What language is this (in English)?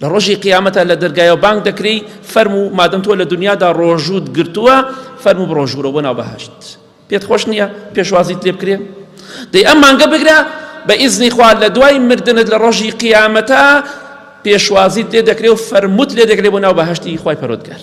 Central Kurdish